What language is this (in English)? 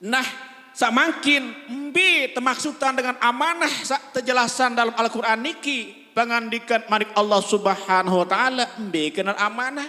Sasak